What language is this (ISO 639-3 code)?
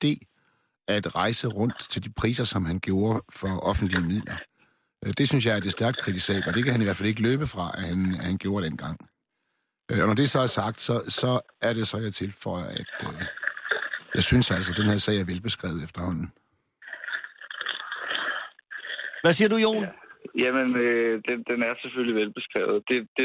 dan